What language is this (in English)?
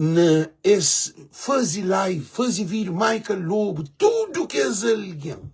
Kabuverdianu